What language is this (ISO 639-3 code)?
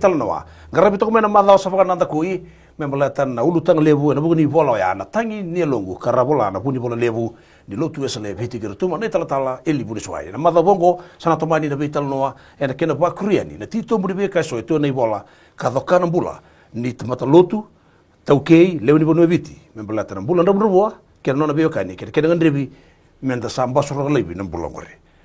fij